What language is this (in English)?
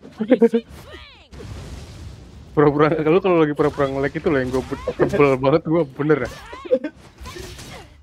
Indonesian